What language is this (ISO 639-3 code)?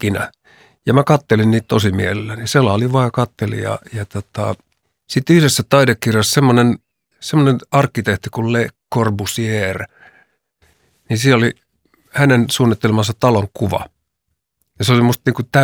fin